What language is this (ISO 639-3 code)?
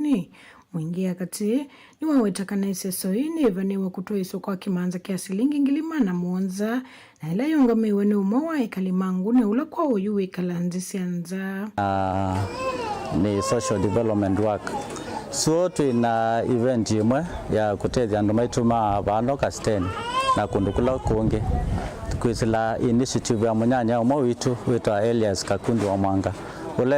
kam